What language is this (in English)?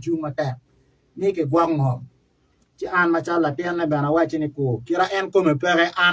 Acoli